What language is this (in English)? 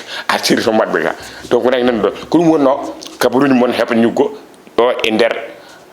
Fula